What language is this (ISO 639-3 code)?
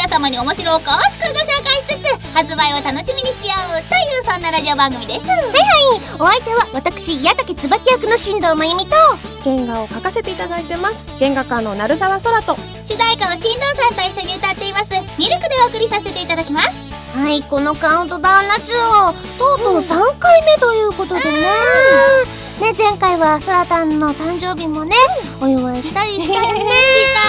jpn